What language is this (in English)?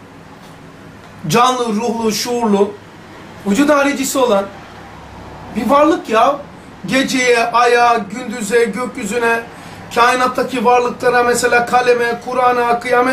Turkish